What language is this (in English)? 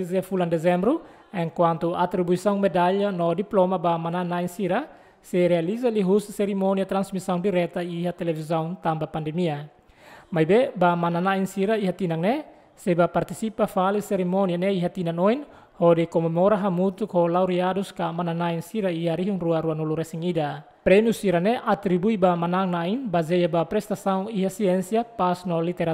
Tetum